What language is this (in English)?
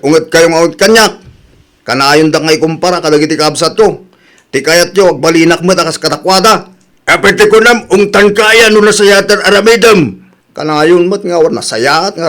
Iloko